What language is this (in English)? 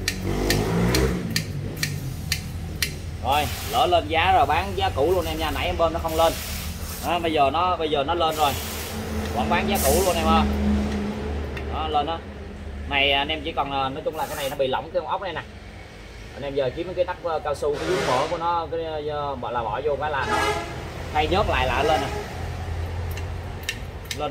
Vietnamese